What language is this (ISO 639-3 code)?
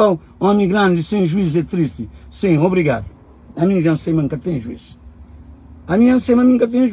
kea